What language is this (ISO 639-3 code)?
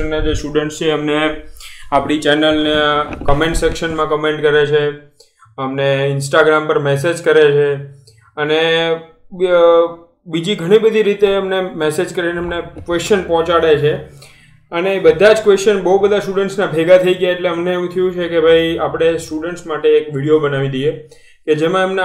guj